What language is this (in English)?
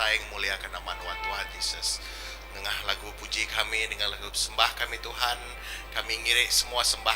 Iban